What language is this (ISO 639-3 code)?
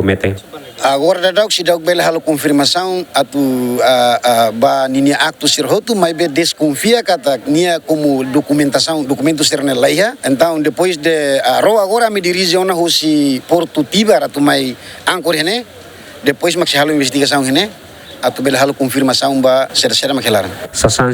tet